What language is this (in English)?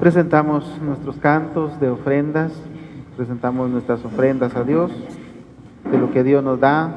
Kekchí